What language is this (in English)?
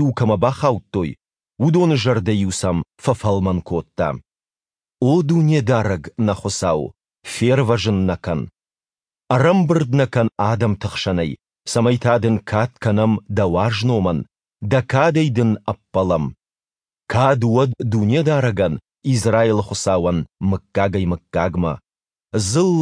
Ossetic